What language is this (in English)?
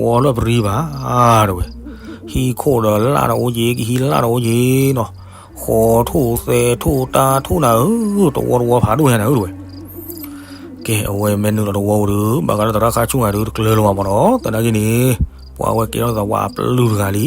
S'gaw Karen